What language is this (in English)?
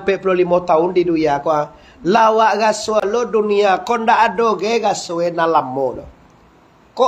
Minangkabau